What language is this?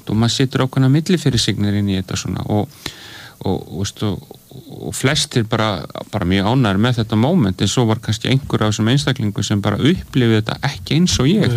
Icelandic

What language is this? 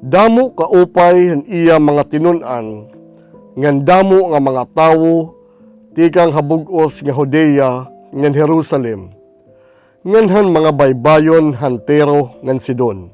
Waray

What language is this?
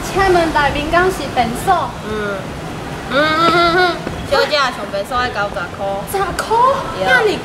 Min Nan Chinese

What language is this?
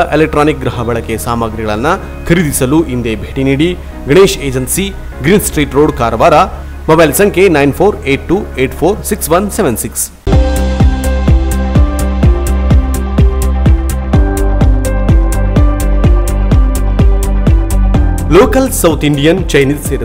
Kannada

